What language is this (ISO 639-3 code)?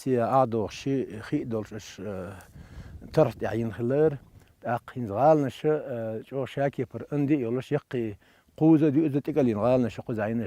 che